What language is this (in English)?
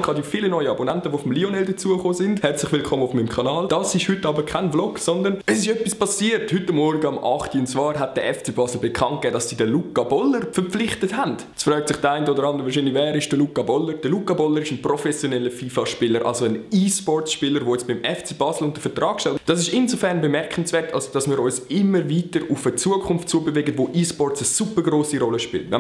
Swiss German